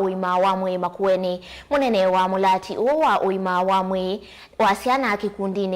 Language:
Kamba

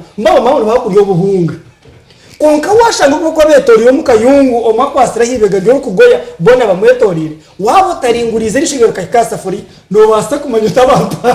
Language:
Nyankole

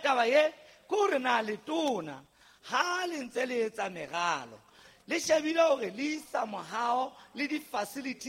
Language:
Southern Sotho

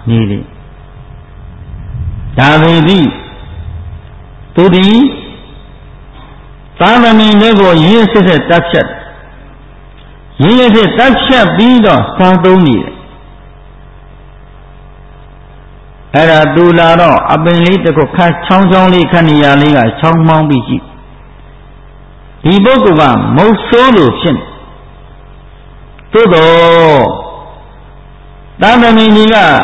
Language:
Burmese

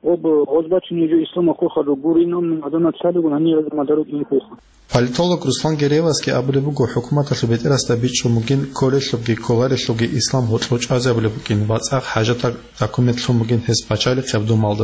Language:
Avaric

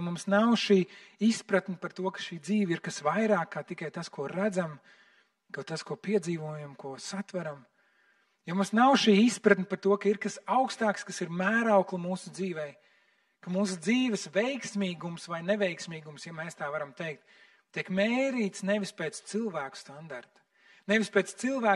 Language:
Latvian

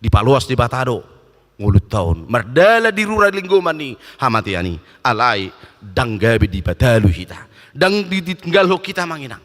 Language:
Batak Toba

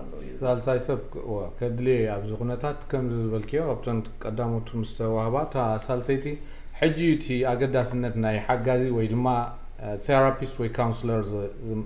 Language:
Tigrinya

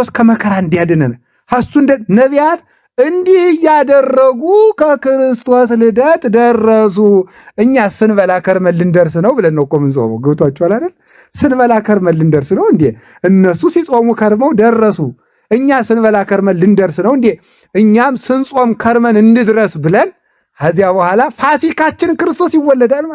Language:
Amharic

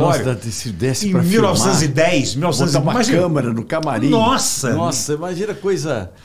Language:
Portuguese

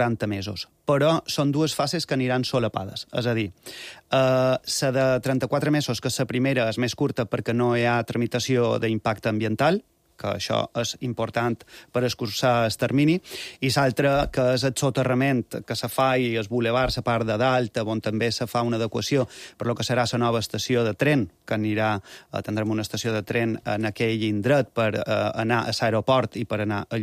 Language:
Catalan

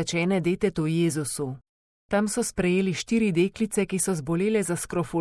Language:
Slovenian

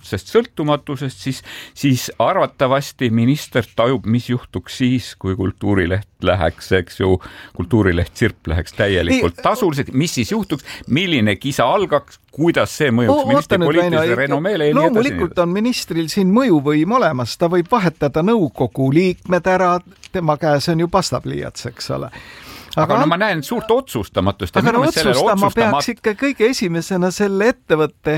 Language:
Estonian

